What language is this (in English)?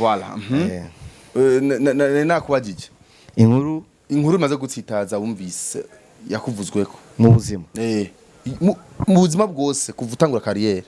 Rundi